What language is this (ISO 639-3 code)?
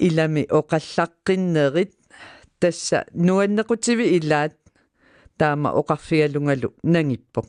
kal